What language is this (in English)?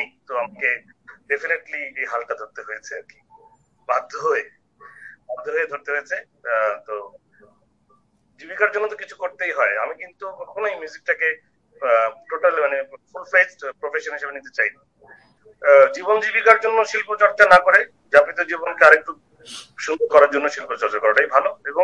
Bangla